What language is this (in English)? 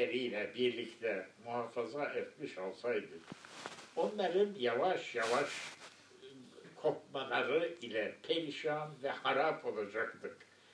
Turkish